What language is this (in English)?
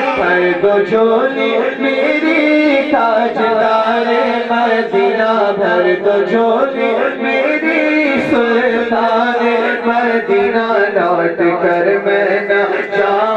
Urdu